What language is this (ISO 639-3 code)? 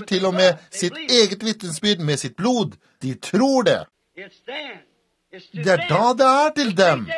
nor